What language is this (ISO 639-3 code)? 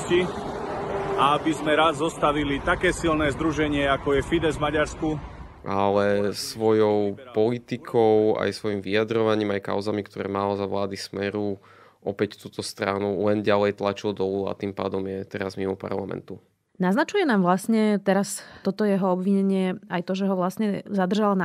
slk